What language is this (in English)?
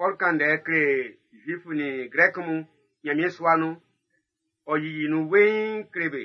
Baoulé